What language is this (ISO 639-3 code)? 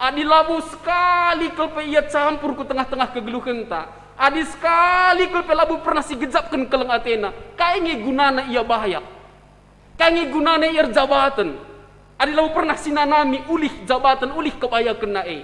btx